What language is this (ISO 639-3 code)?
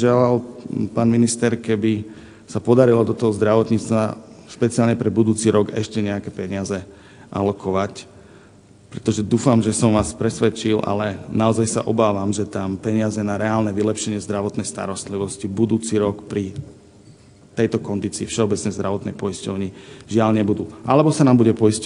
slk